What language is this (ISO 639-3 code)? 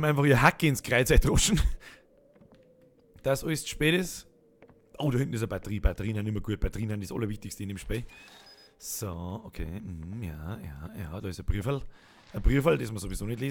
bar